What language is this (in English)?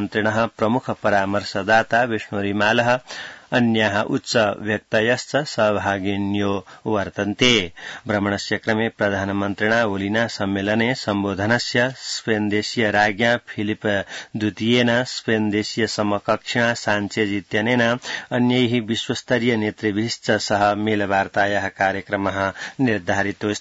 Sanskrit